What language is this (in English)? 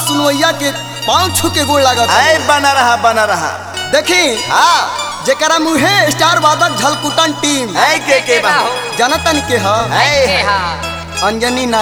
Bhojpuri